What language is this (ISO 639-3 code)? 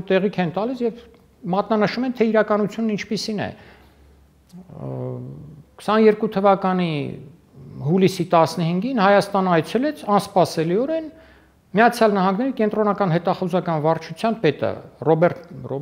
hye